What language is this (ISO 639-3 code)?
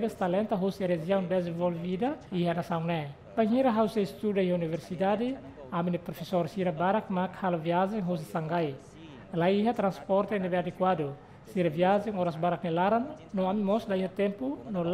tet